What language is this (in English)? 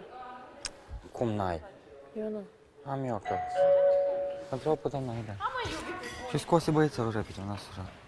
Romanian